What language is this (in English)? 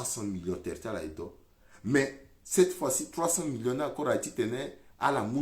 Sango